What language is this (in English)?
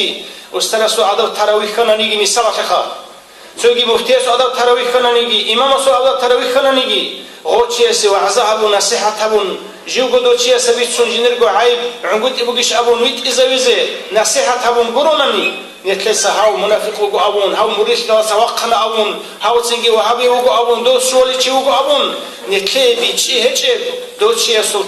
Avaric